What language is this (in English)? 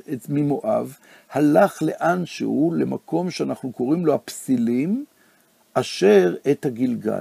Hebrew